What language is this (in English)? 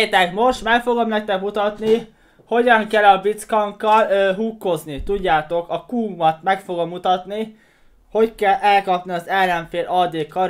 Hungarian